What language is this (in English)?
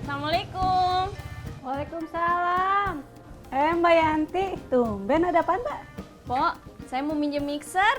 Betawi